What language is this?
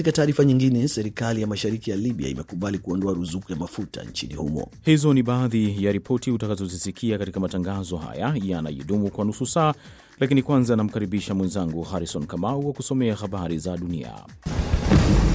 Swahili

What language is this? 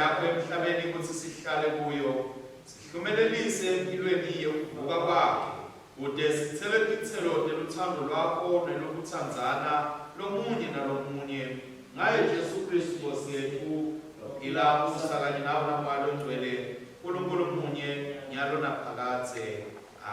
Swati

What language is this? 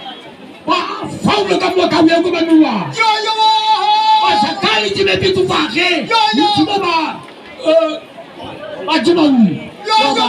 Nias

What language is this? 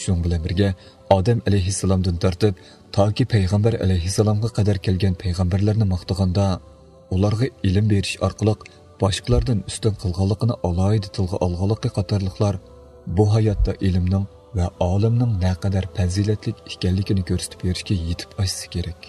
Uyghur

